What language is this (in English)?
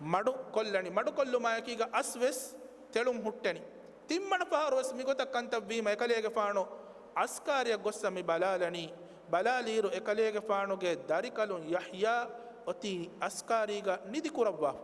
Divehi